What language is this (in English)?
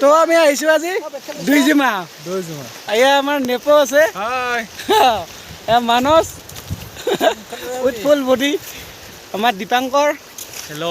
Assamese